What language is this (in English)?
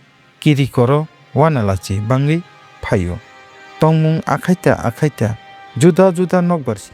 Kok Borok